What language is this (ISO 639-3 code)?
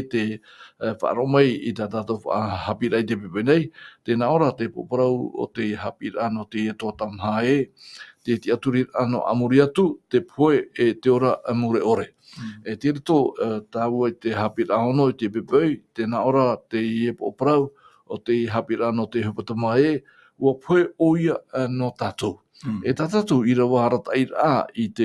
tah